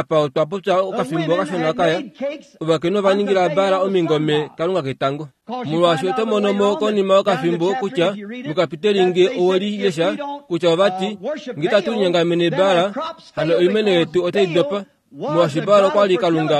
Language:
Kuanyama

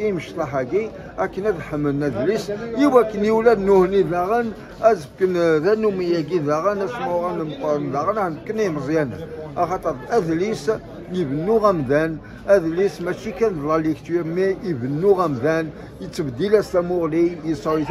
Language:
Kabyle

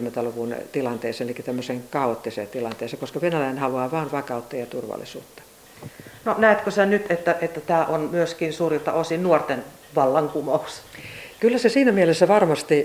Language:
Finnish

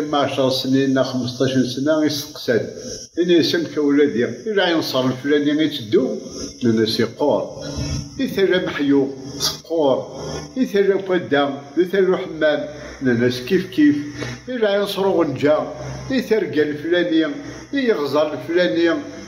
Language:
Kabyle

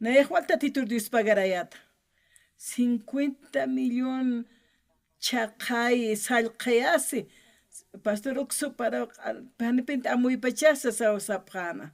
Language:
Aymara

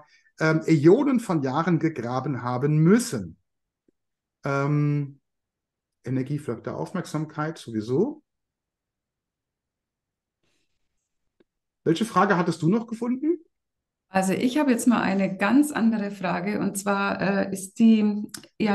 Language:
German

